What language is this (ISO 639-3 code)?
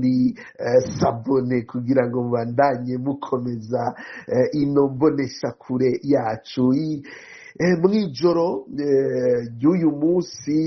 run